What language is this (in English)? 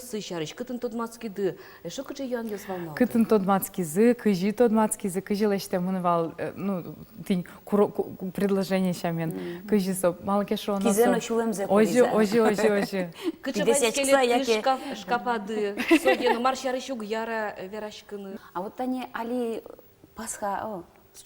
Udmurt